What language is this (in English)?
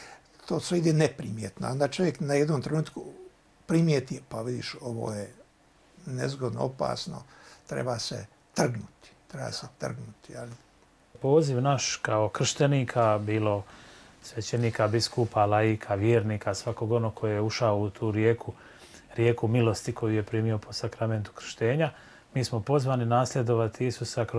Croatian